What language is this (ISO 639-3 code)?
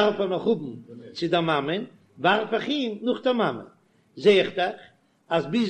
yid